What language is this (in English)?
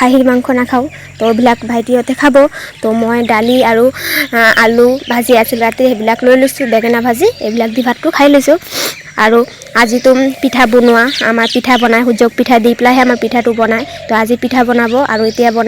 Assamese